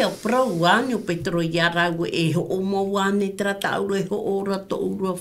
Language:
Tahitian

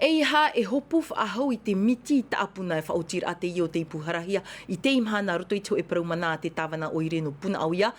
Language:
Tahitian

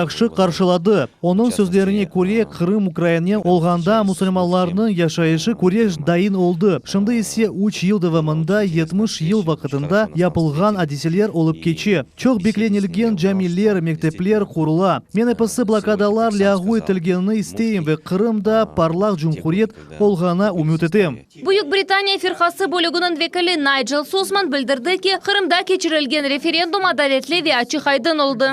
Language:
Crimean Tatar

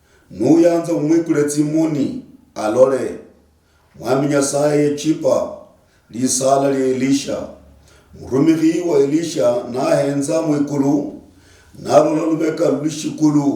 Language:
Luyia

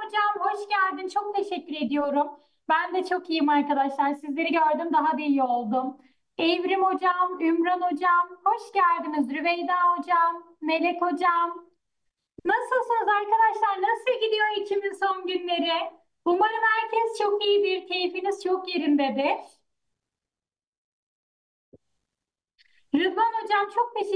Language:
Turkish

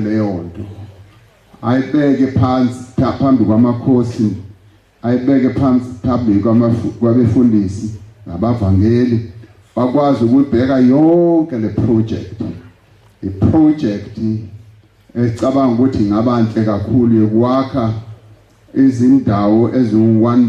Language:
Zulu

